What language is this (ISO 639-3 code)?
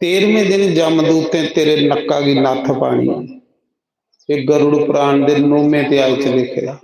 doi